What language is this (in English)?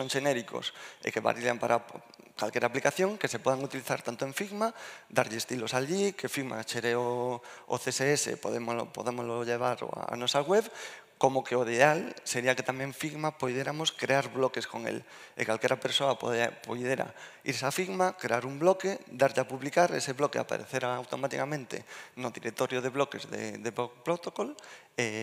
Galician